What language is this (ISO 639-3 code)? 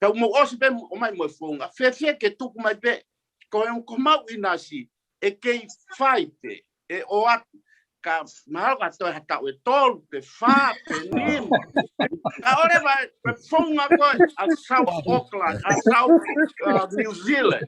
ton